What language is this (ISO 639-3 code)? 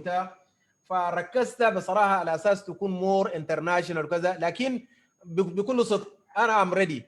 apd